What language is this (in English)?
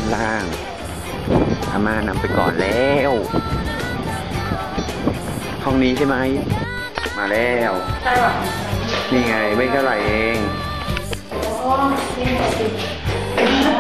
Thai